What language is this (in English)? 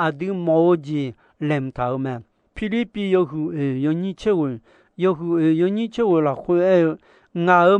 Akha